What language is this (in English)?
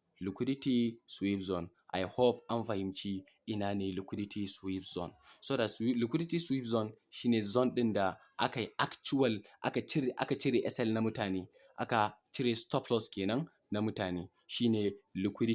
Hausa